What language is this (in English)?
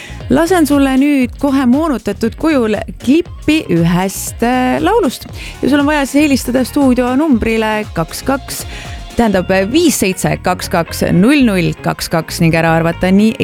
Estonian